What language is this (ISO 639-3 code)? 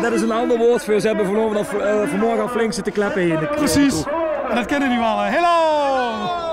lim